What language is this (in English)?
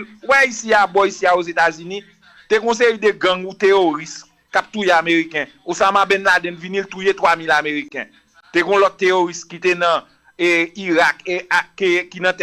Haitian Creole